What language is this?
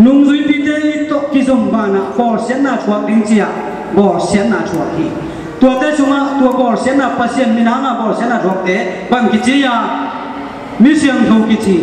Tedim Chin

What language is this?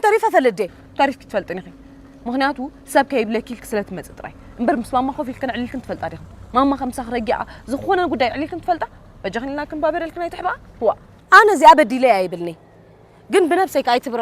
Tigrinya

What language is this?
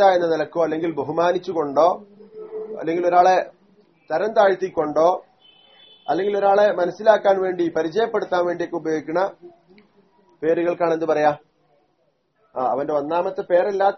Malayalam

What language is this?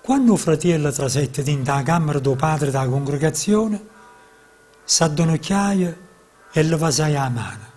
Neapolitan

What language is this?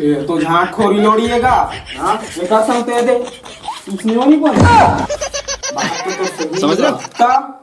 Chhattisgarhi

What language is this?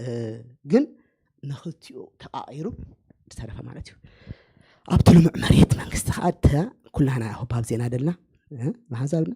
Tigrinya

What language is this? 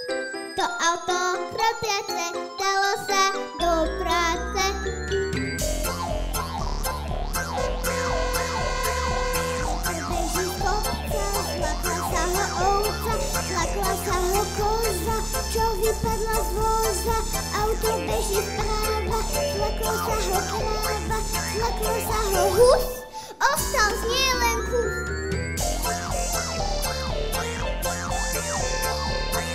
Slovak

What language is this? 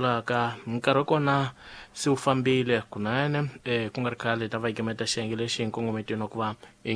Tsonga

